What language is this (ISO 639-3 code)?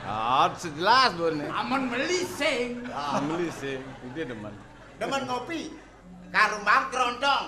ban